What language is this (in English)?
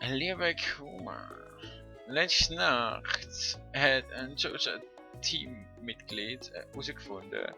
Swiss German